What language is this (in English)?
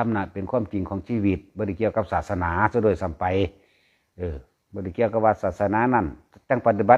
Lao